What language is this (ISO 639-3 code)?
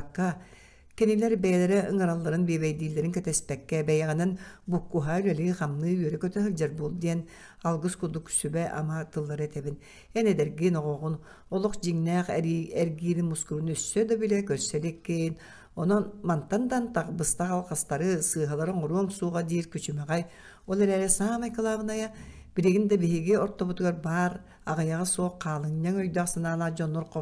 sah